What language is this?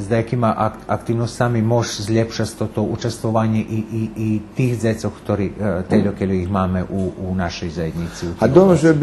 Rusyn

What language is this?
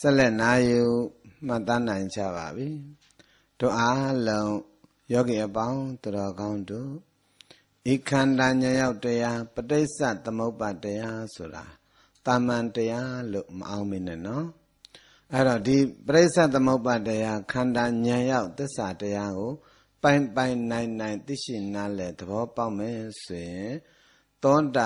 Burmese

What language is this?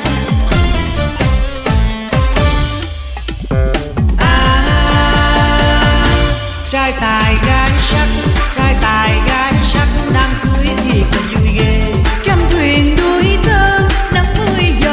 Vietnamese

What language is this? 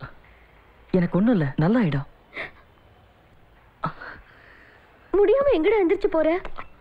Tamil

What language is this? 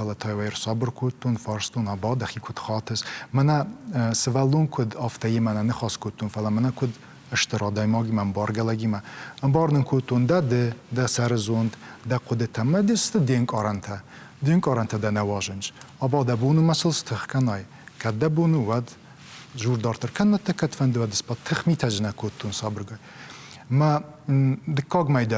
Ossetic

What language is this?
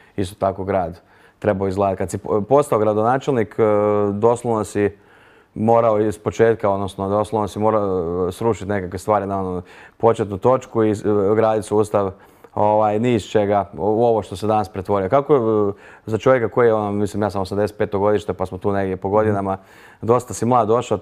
Croatian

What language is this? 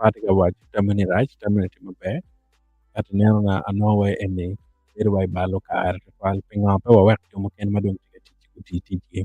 Acoli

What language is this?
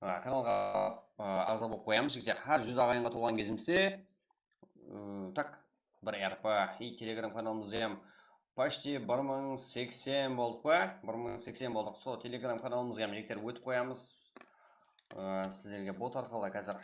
Kara-Kalpak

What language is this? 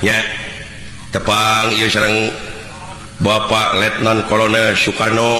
Sundanese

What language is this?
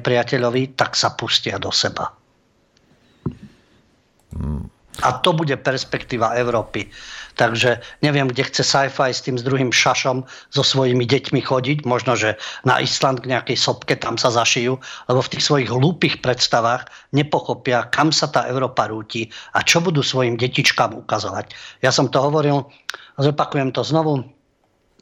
Slovak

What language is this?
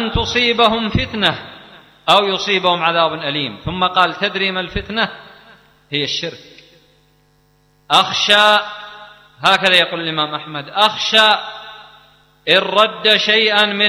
Arabic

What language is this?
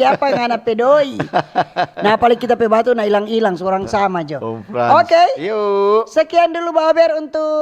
Manado Malay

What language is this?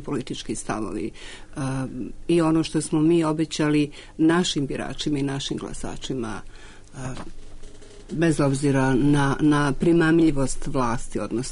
Serbian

